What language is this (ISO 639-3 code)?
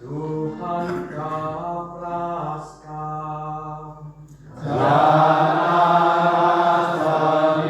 btx